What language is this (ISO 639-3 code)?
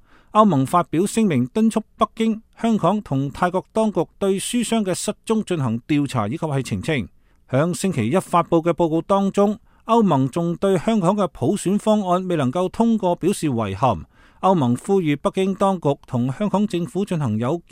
yue